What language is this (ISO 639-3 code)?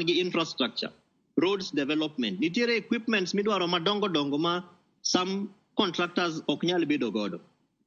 luo